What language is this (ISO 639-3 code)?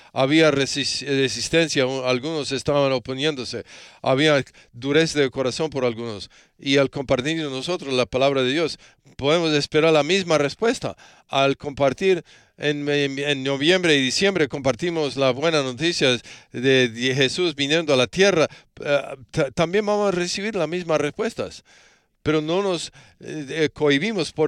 spa